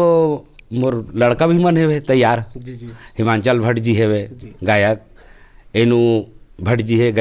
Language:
Chhattisgarhi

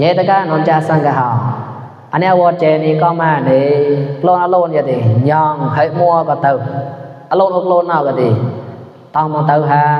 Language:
Mon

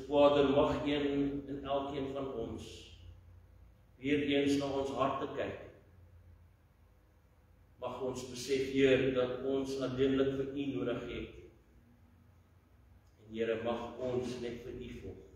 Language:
Afrikaans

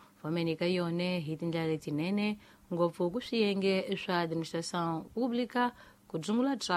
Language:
Tsonga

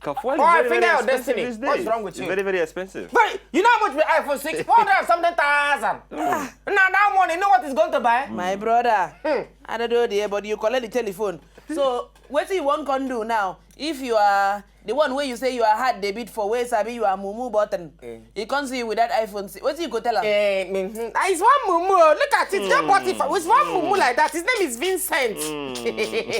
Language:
Nigerian Pidgin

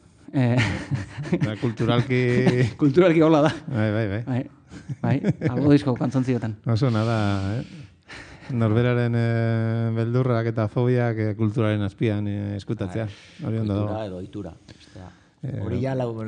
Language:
Basque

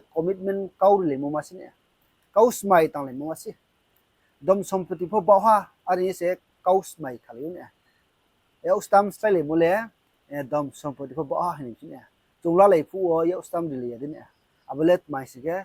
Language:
Riang (India)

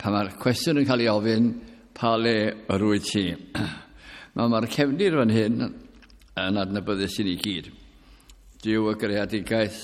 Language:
Welsh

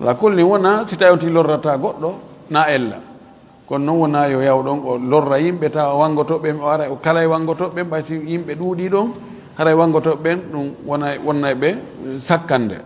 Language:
Fula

